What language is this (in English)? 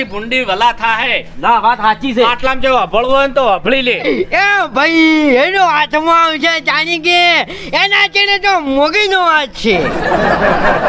Gujarati